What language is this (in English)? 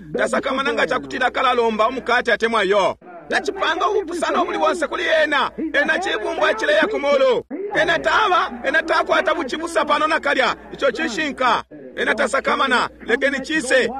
Bemba